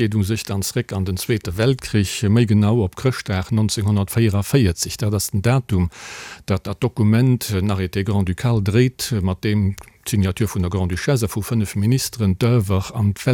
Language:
Luxembourgish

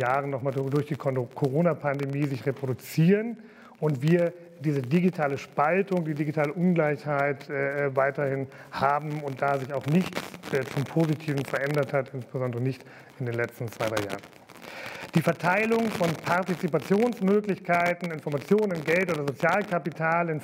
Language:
German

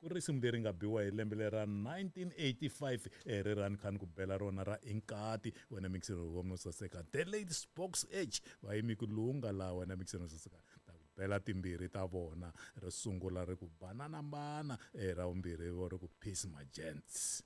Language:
Tsonga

